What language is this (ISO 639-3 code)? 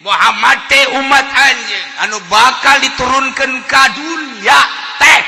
sun